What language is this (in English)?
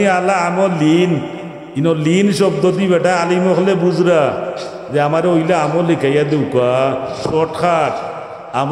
Sylheti